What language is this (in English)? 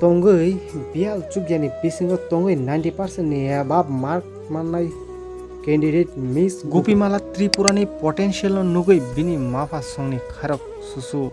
Kok Borok